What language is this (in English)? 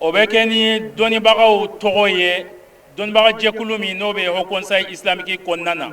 Bambara